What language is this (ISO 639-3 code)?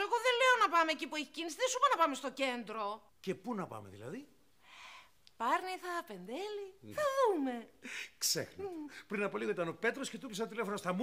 ell